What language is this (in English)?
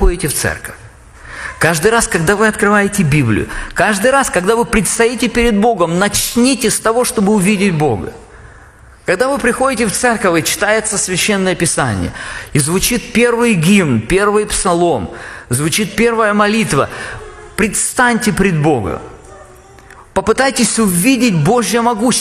Russian